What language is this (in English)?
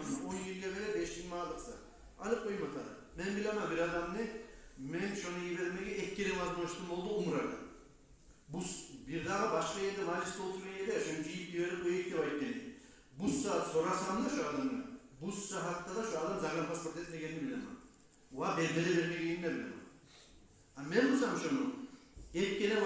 Kumyk